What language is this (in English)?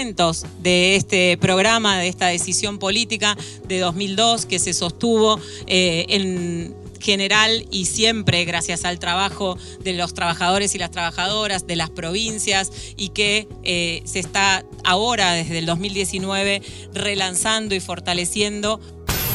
Spanish